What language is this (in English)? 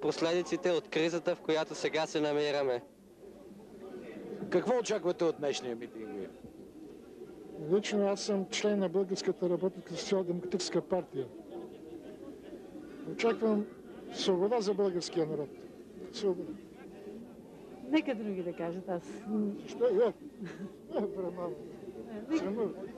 Bulgarian